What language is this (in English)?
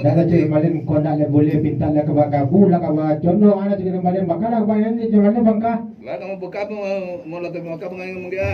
Minangkabau